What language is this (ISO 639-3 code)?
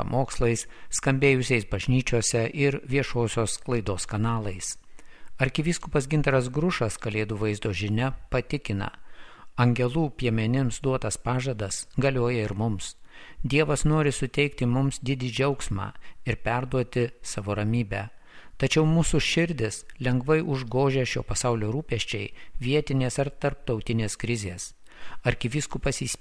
lit